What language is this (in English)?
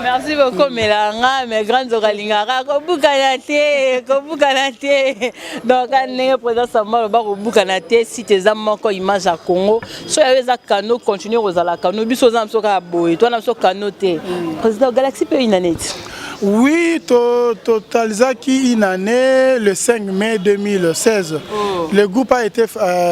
Lingala